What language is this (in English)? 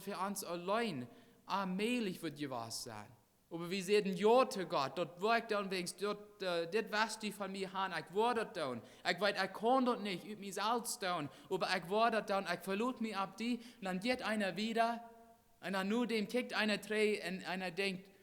Plautdietsch